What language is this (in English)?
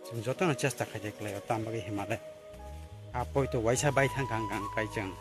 Kok Borok